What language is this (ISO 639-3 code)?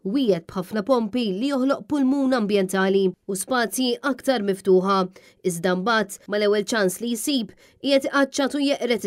mlt